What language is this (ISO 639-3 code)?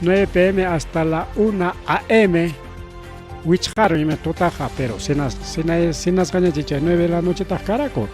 quy